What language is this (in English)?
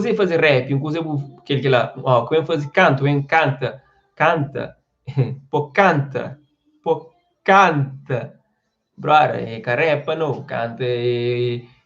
Kabuverdianu